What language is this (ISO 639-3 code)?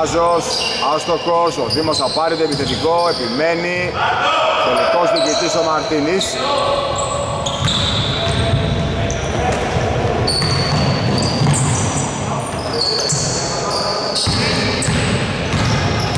ell